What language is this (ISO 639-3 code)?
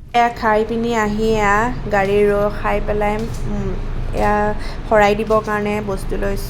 asm